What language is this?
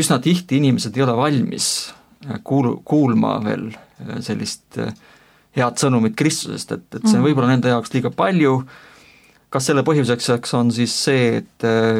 Estonian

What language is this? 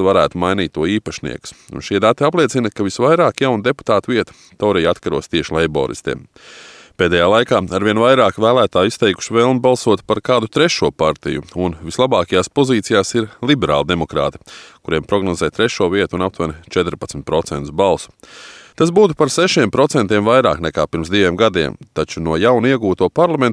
Latvian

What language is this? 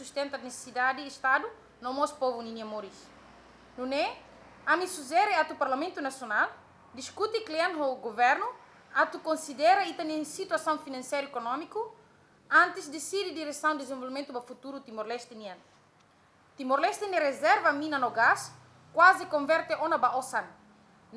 Tetum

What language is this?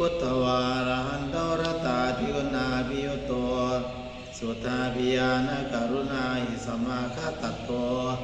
Pali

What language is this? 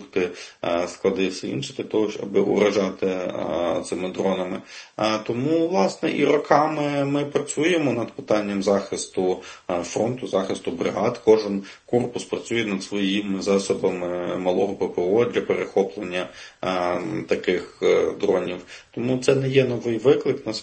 Ukrainian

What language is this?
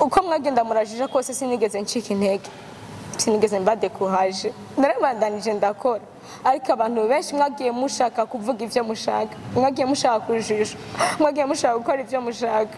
Rundi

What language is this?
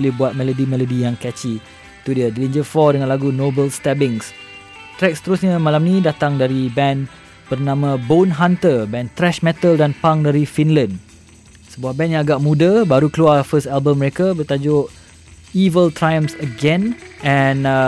Malay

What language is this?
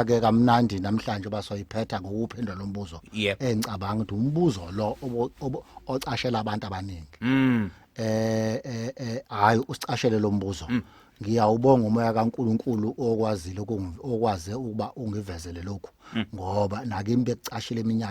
Zulu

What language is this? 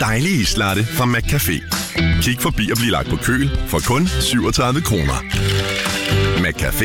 Danish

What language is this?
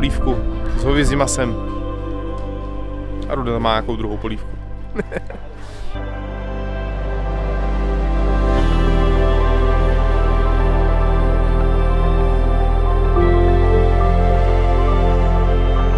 Czech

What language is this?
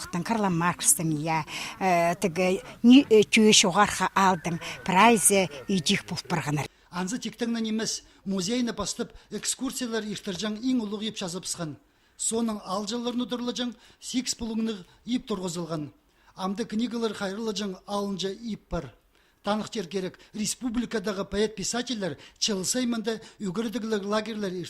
Khakas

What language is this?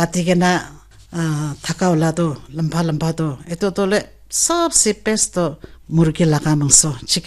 Naga Pidgin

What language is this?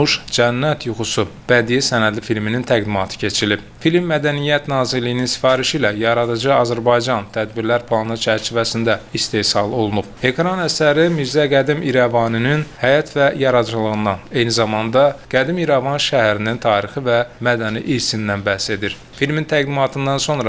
Azerbaijani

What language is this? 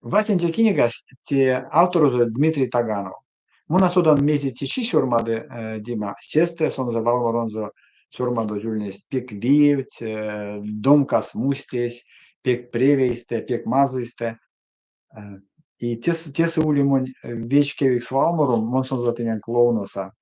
Erzya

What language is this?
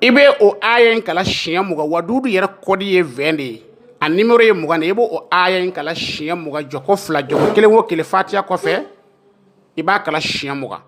Bambara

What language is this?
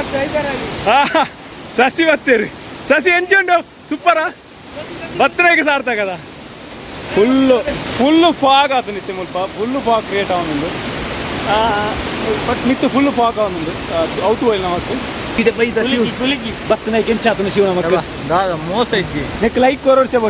Tulu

